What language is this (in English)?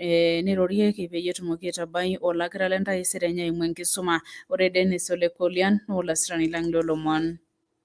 Masai